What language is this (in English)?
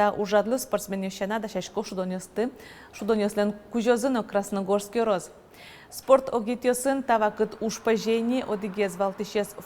Udmurt